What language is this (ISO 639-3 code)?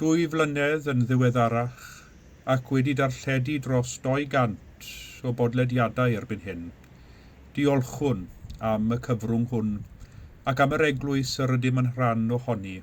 cym